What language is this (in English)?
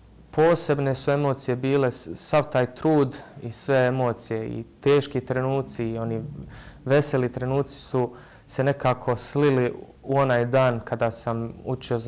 Bosnian